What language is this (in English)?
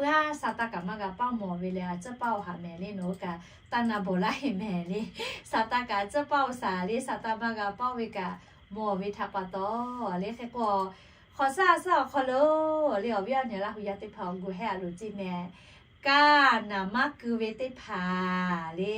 Lahu